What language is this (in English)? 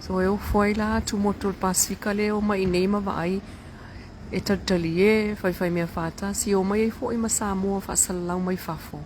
Samoan